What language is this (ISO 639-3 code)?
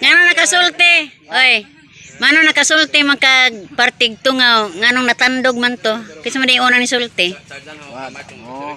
ceb